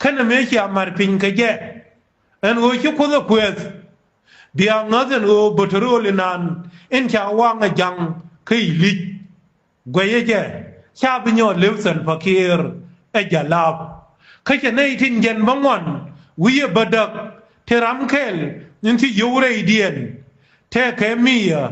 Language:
Nuer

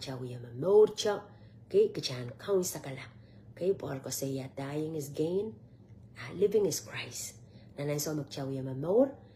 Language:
Pohnpeian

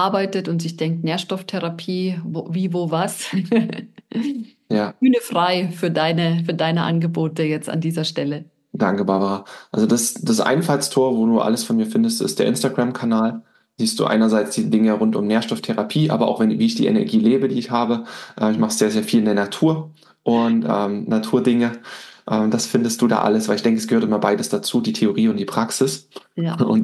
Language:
German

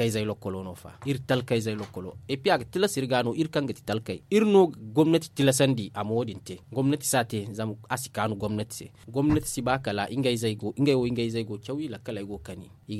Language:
Zarma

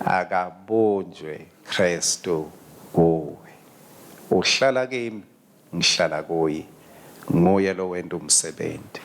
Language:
Swati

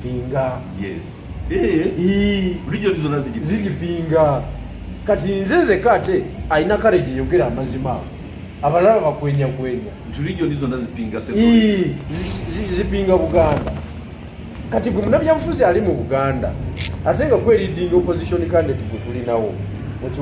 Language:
Ganda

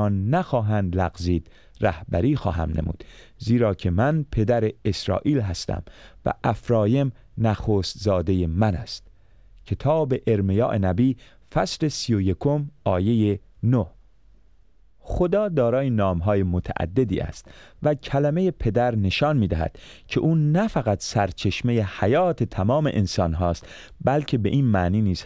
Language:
Persian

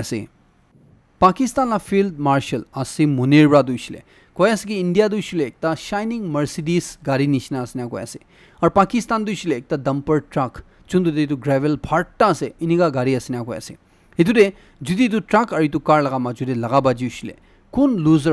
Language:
Naga Pidgin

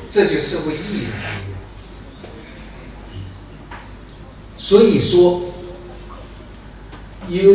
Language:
Chinese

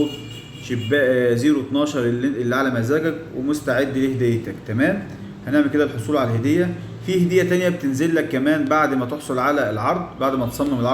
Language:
Egyptian Arabic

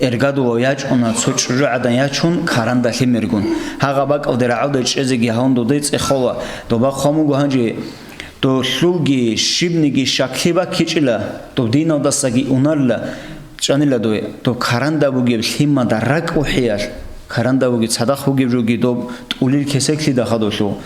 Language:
Avaric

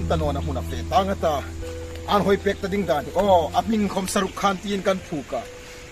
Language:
Hmar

